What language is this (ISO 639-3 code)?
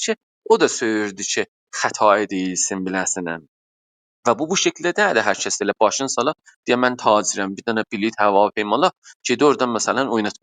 azb